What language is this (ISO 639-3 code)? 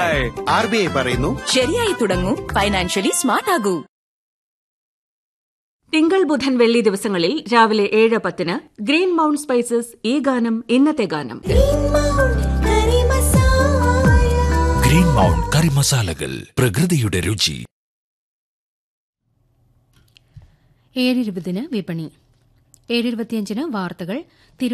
mal